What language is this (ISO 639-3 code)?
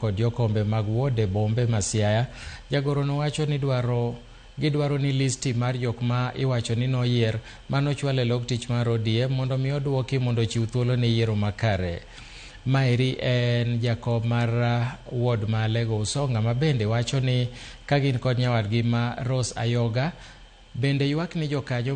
luo